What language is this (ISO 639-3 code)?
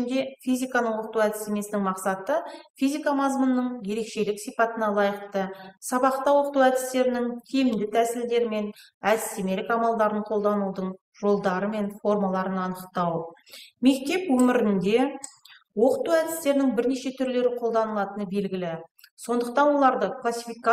kaz